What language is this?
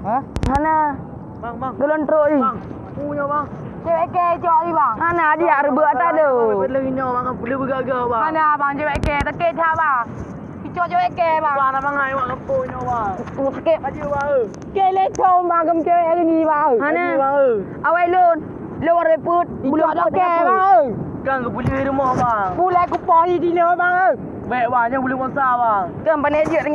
Achinese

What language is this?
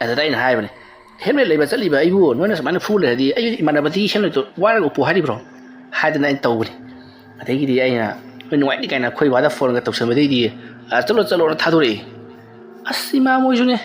Manipuri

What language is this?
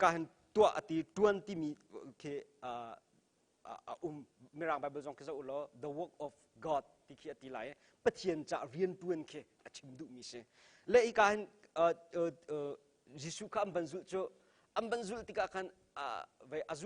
Hakha Chin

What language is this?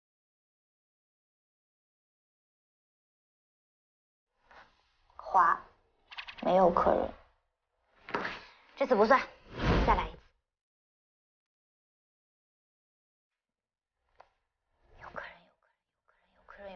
Chinese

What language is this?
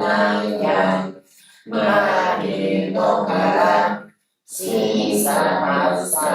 Pali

